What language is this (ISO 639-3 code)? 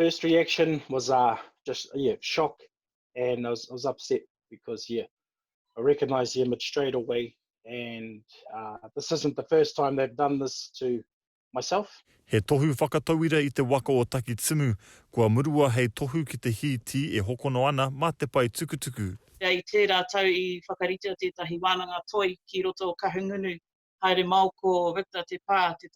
mri